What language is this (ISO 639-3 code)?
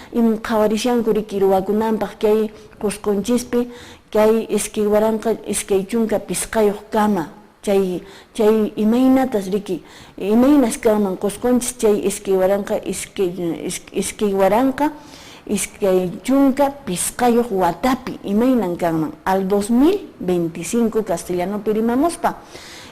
que